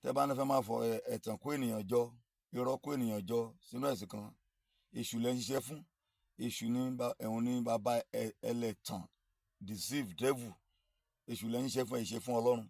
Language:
Yoruba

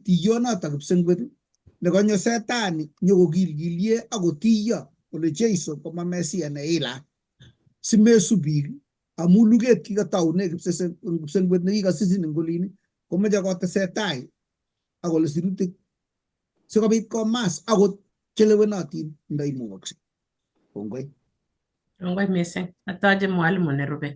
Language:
Kalenjin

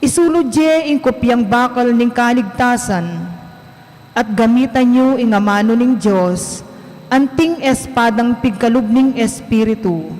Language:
Pampanga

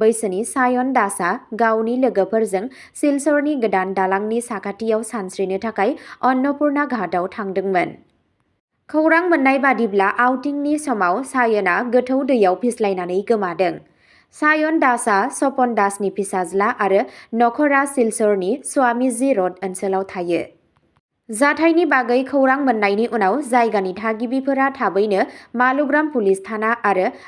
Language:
Bodo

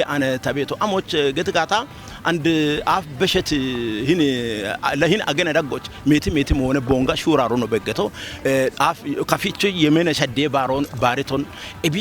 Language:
Kafa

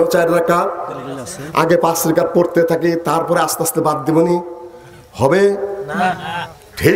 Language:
Bangla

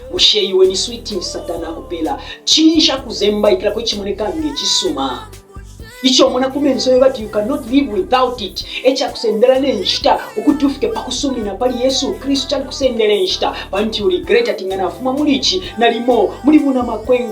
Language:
Bemba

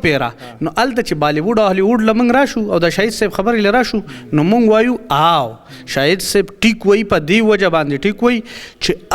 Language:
Pashto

